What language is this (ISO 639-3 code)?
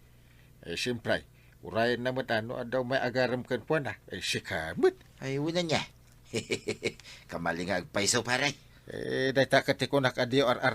ilo